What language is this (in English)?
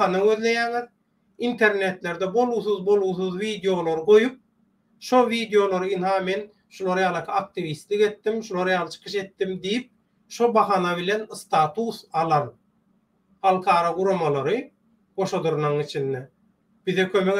Turkmen